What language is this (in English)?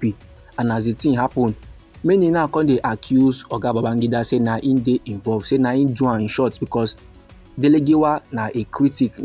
Nigerian Pidgin